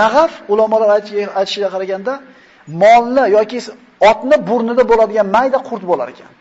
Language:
Uzbek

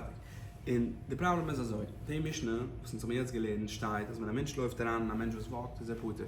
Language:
Yiddish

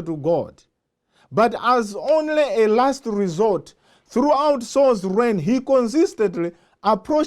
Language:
English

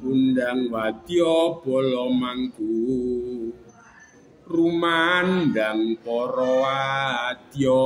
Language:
Javanese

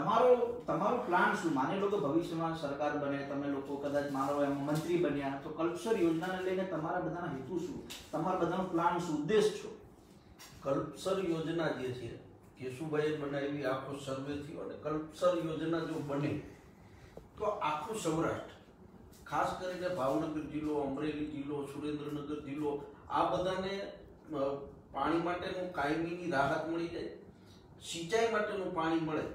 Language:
Gujarati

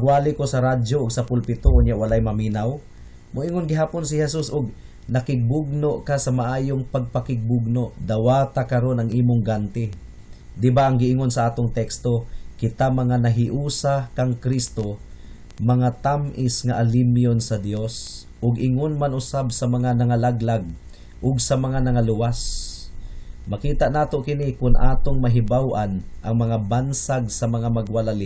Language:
Cebuano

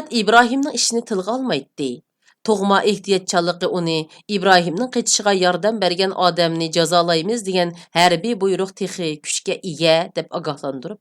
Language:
Uyghur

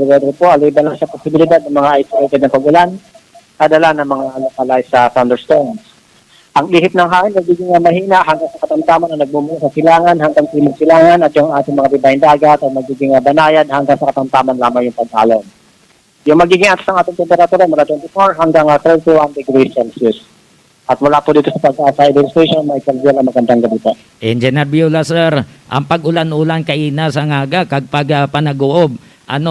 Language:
Hiligaynon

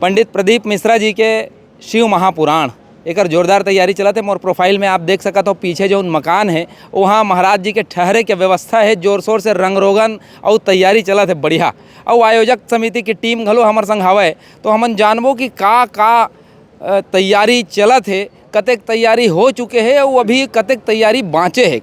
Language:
Chhattisgarhi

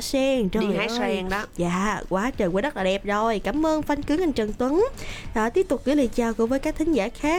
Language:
Vietnamese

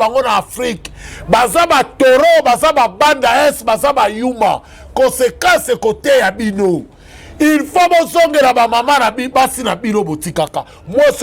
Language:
Lingala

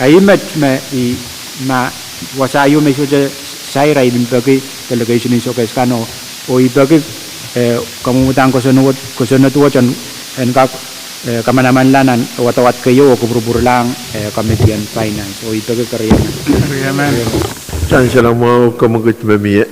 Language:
Pohnpeian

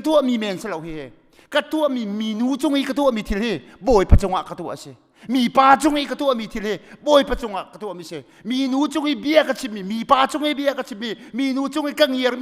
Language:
Hakha Chin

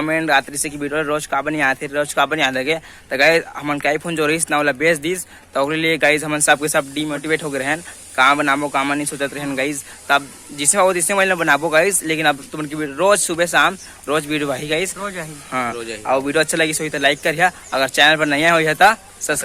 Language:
Chhattisgarhi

